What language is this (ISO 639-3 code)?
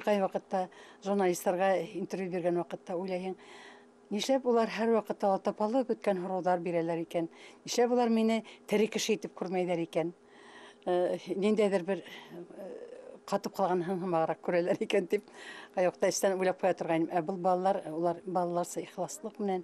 bak